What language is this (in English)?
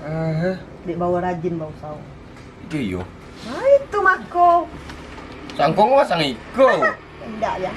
Minangkabau